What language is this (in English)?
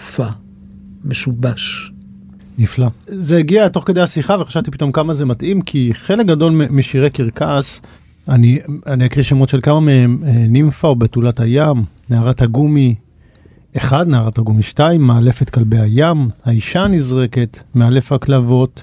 Hebrew